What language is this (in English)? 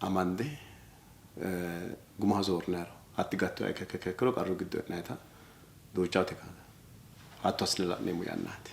Sidamo